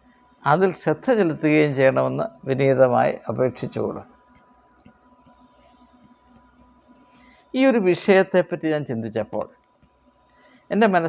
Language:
Malayalam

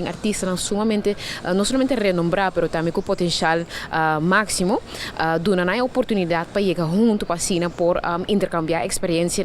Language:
Papiamento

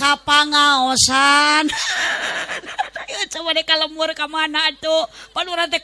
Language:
Sundanese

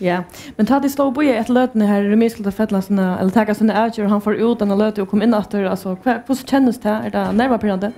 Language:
Faroese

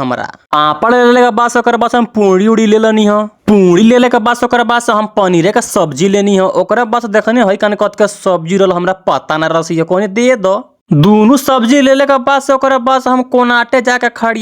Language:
Bhojpuri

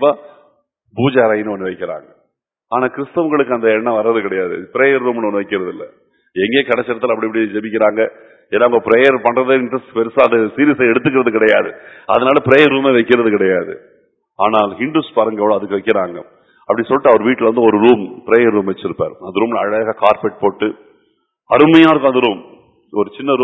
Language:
Tamil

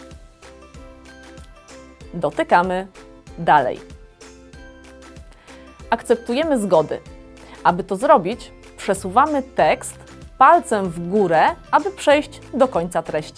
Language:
Polish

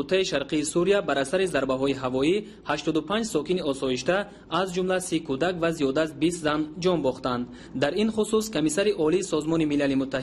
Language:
Tajik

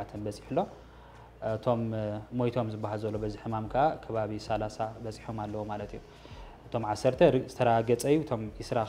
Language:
Tigrinya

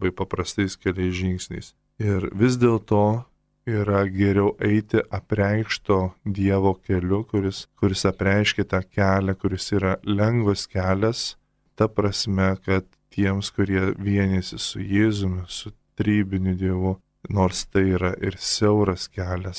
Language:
Lithuanian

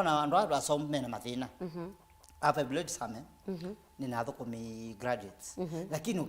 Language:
Kamba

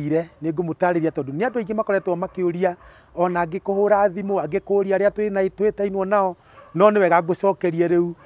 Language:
Kikuyu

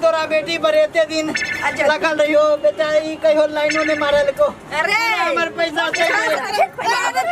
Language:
Maithili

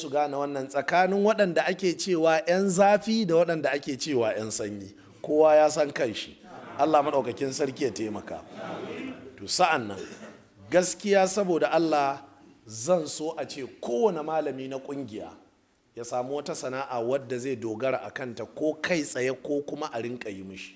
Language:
Hausa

